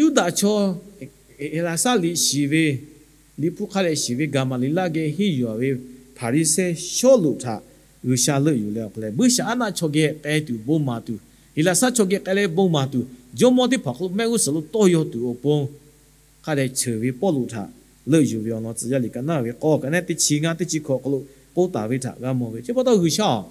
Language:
Lahu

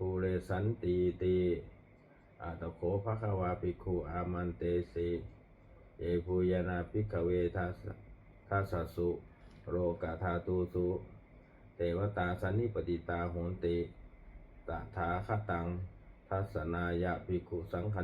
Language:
Pali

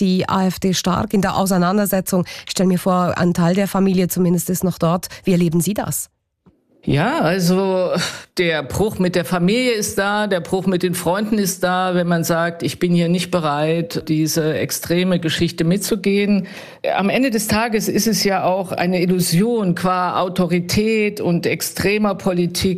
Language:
German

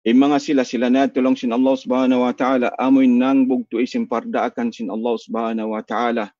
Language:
Tausug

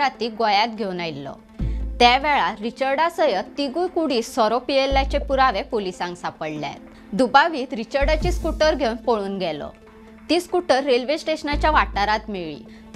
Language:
Konkani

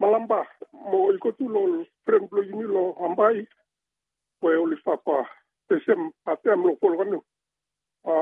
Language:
Bislama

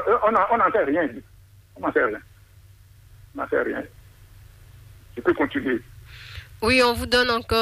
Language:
French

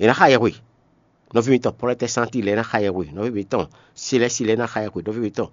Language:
Fon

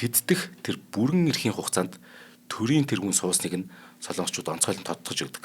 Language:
Mongolian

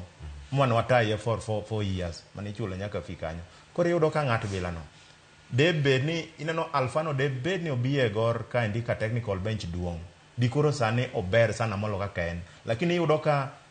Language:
Luo (Kenya and Tanzania)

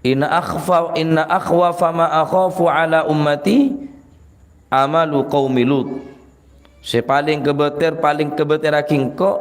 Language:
Madurese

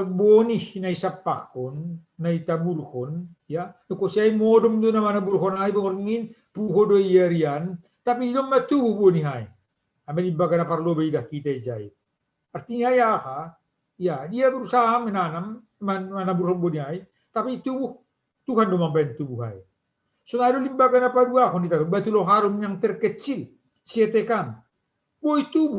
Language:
Batak Simalungun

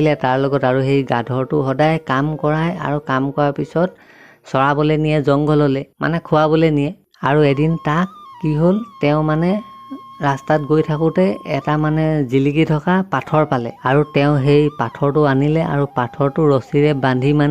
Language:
Assamese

